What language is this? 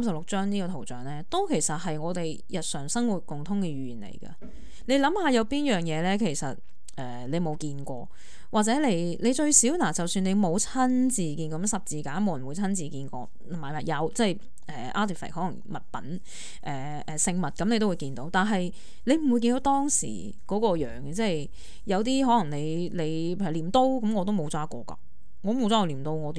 Cantonese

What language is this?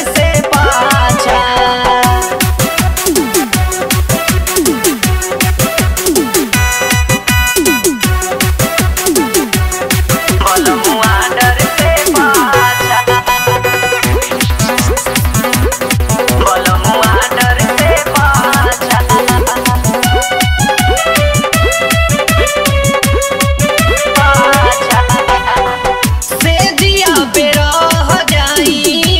Bhojpuri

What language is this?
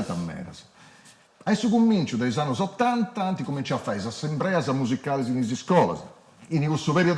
Sardinian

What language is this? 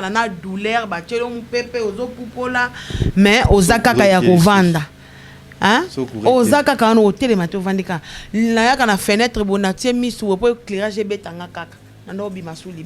Lingala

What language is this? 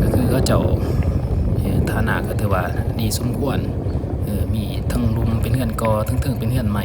Lao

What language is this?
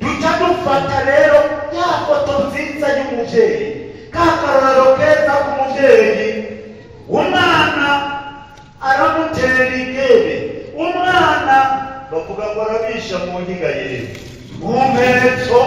Rundi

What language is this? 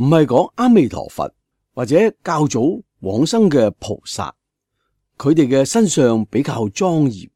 Cantonese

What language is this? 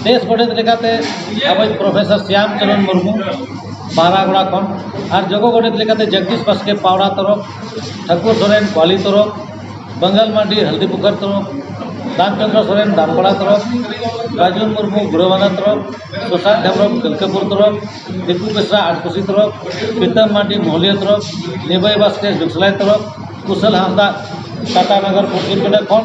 Santali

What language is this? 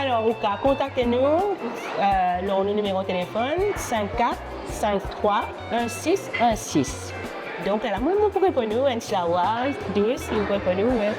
Morisyen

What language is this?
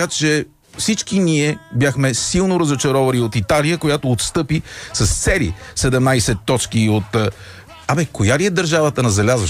Bulgarian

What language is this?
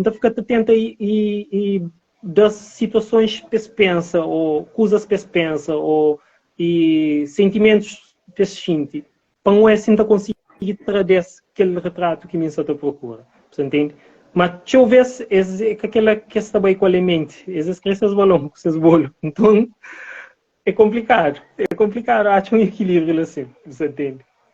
Kabuverdianu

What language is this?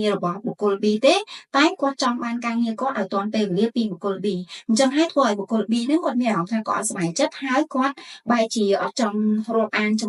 Khmer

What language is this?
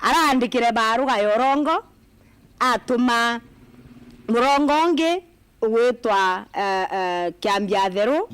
Meru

